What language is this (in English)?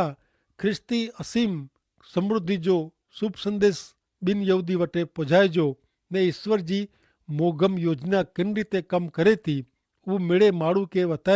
Kachhi